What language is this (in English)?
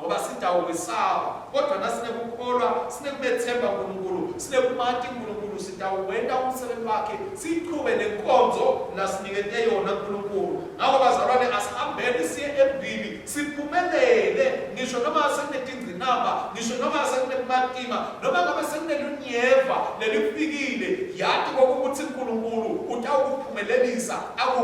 Swati